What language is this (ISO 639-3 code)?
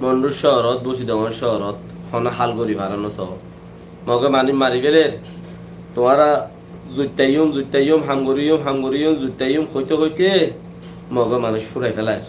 rhg